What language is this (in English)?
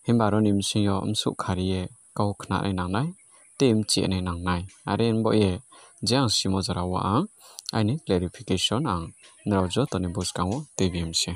Kok Borok